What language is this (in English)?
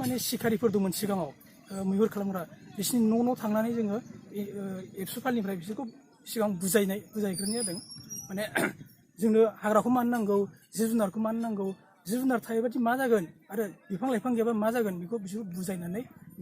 Bodo